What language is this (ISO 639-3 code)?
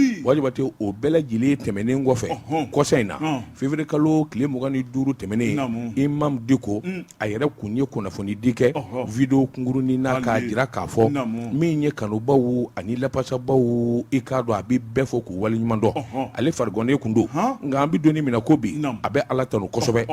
bam